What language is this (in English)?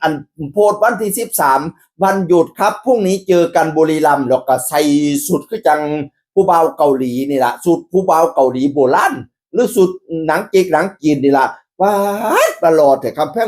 Northeastern Thai